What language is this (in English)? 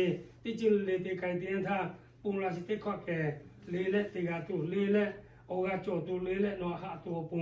Lahu